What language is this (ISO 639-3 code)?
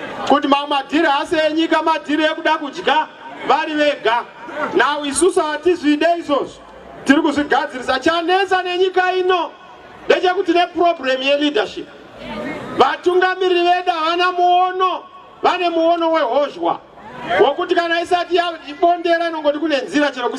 sna